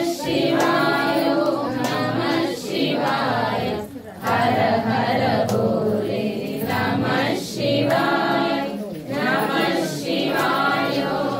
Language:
Telugu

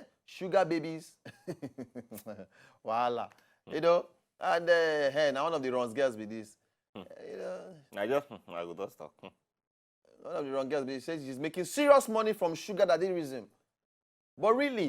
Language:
Nigerian Pidgin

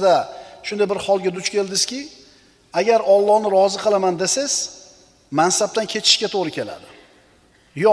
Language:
Uzbek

